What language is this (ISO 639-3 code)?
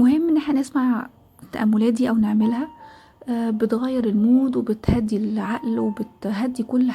arz